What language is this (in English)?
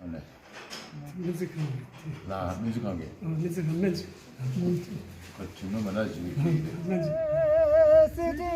Tibetan